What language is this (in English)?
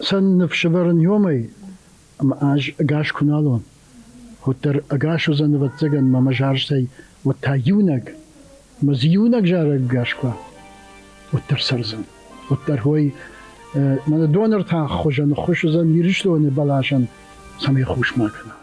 Ossetic